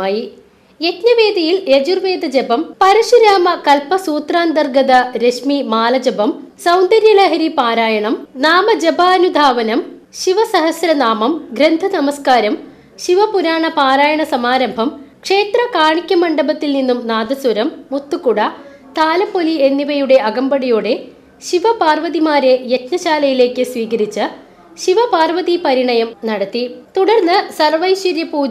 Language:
Malayalam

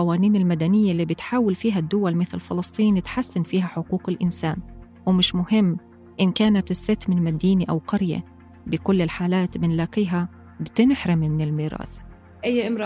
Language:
North Levantine Arabic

